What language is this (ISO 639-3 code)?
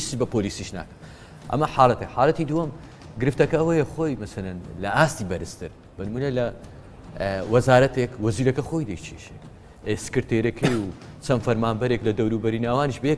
ckb